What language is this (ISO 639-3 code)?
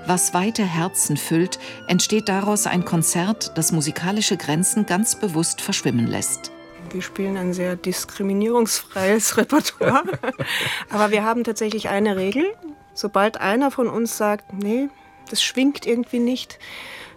deu